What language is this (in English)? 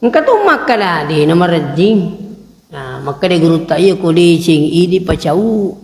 Buginese